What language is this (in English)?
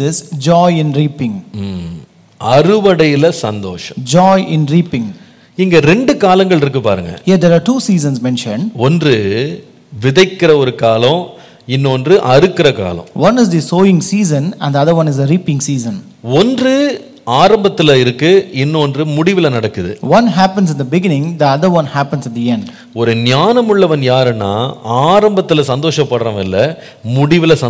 Tamil